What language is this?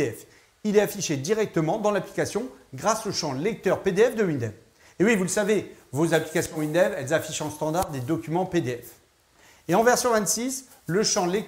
French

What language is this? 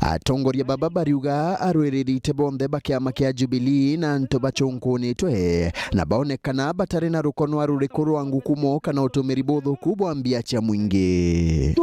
Meru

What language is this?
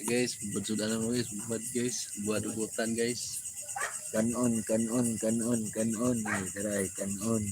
Cebuano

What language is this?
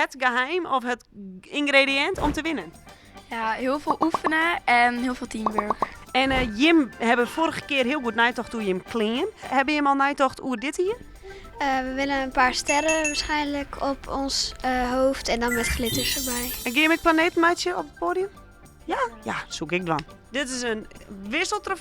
Western Frisian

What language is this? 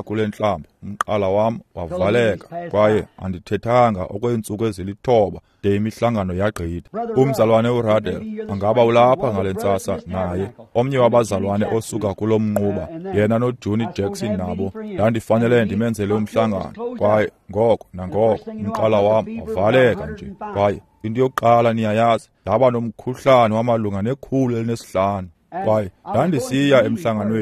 Xhosa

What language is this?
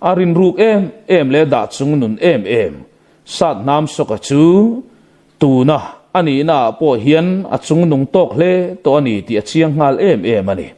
Mizo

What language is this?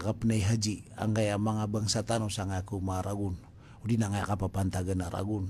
Maranao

